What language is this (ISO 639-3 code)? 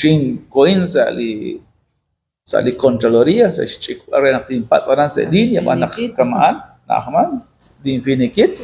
kek